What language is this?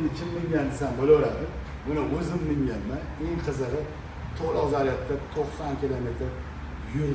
Uzbek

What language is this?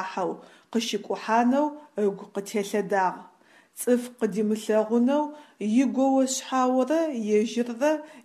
Adyghe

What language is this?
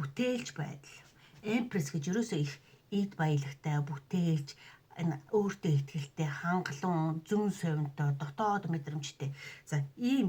Mongolian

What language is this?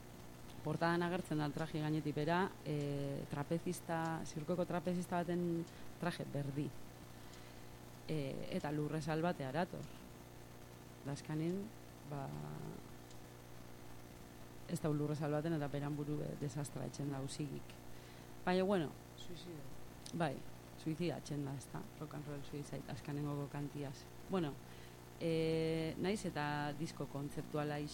Basque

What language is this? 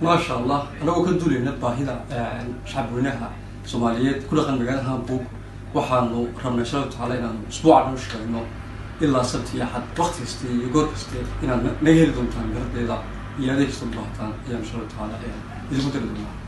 Somali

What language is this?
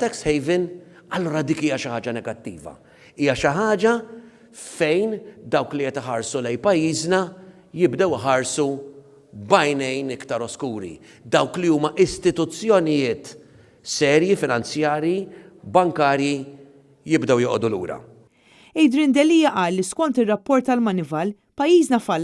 Maltese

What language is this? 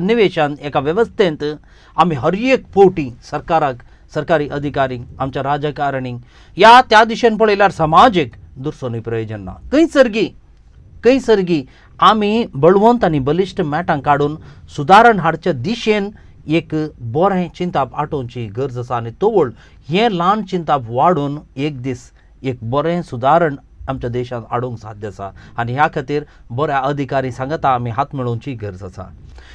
Konkani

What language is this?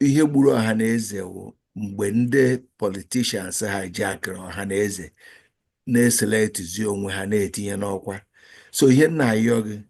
Igbo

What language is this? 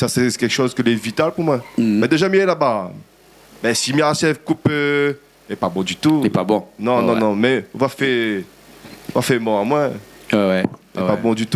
Réunion Creole French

